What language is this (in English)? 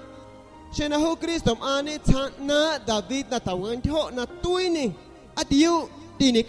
San Pedro Amuzgos Amuzgo